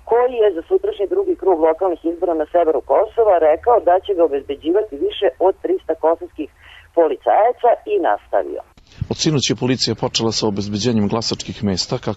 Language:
Serbian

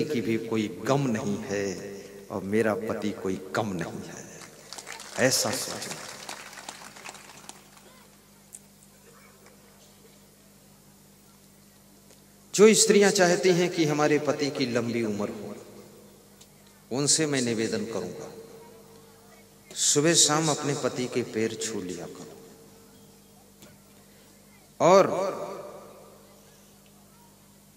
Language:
Hindi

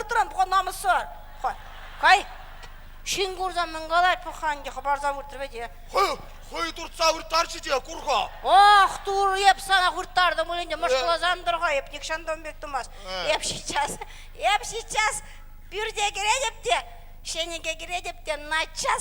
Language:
Chuvash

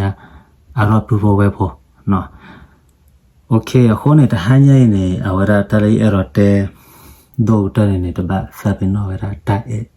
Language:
S'gaw Karen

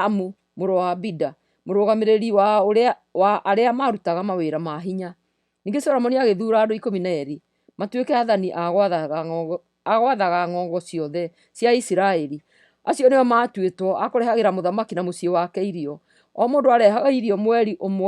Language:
Kikuyu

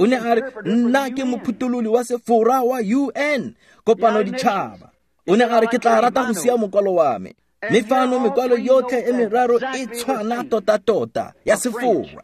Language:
Tswana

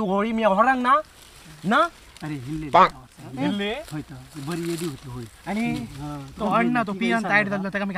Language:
Konkani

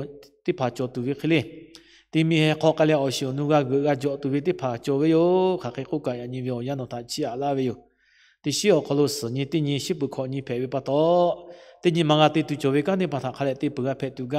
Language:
Lahu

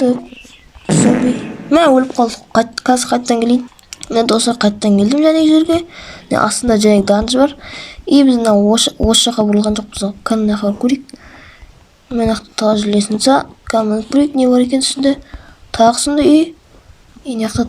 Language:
Kazakh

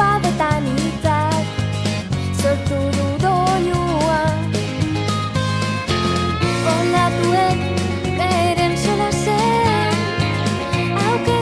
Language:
Basque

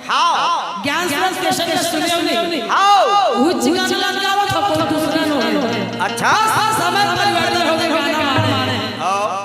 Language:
Chhattisgarhi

